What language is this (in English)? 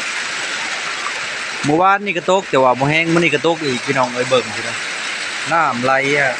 Lao